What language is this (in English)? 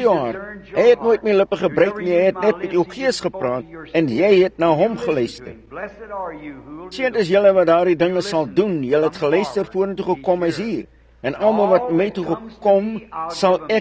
Afrikaans